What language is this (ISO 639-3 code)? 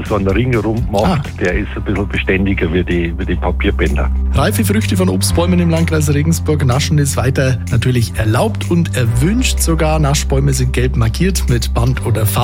deu